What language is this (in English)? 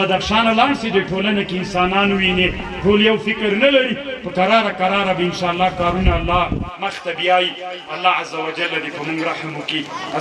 Pashto